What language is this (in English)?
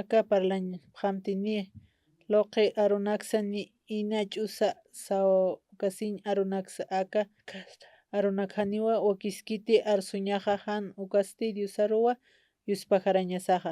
Aymara